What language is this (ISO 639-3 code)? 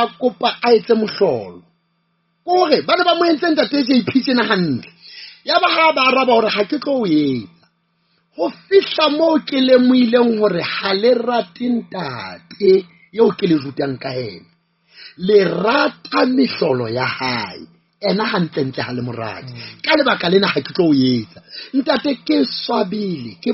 sot